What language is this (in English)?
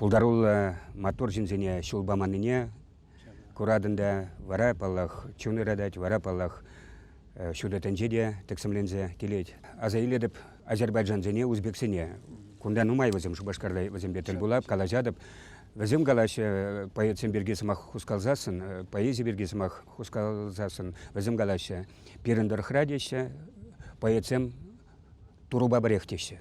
Chuvash